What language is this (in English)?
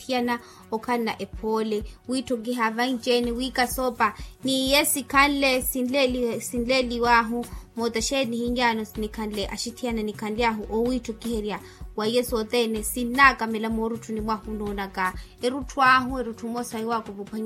Makhuwa